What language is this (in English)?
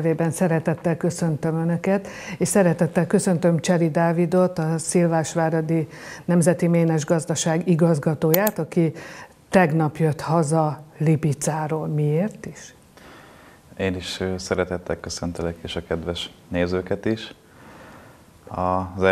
Hungarian